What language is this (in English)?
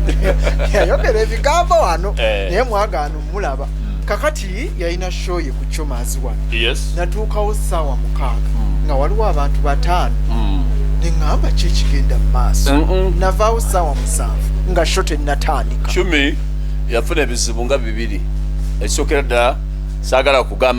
Ganda